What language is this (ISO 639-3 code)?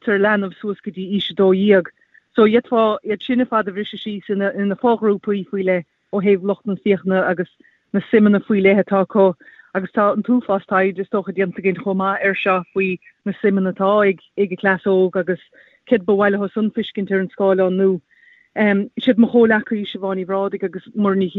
gle